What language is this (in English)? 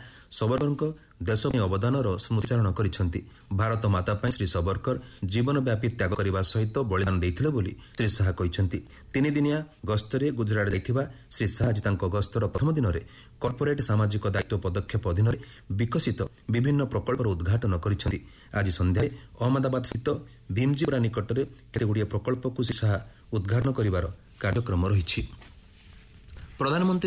Odia